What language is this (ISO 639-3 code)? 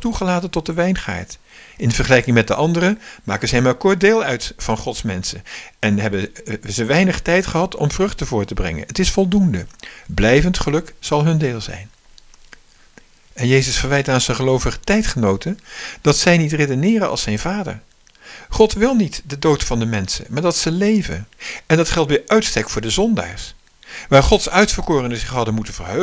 nld